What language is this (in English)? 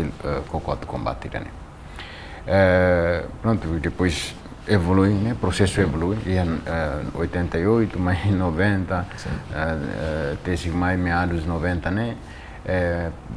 Tetum